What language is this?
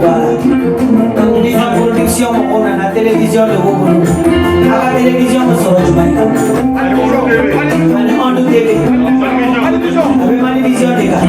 Bambara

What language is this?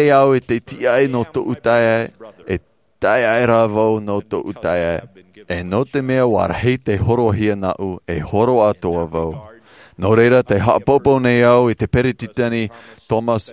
Tahitian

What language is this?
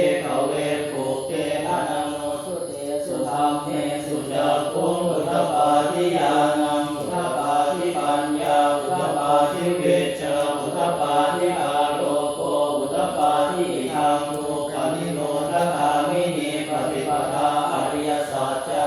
Pali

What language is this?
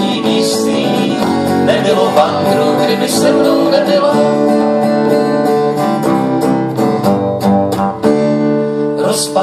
Czech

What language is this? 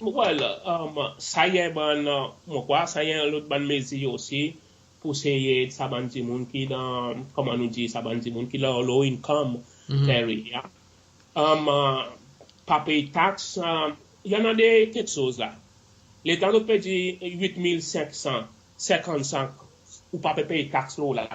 Seselwa Creole French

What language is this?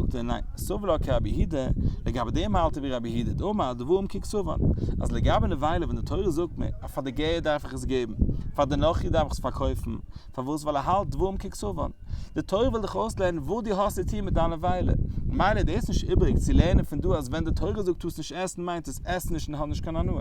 Yiddish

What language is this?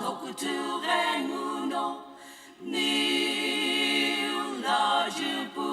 Sumi Naga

